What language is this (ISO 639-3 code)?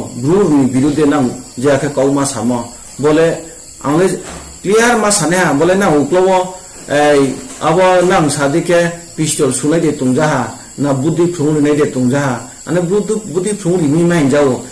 ria